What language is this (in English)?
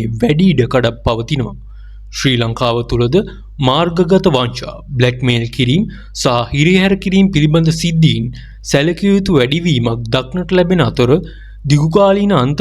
Sinhala